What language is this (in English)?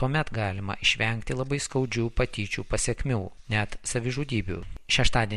Lithuanian